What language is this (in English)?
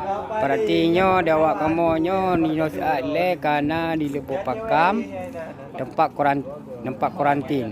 Achinese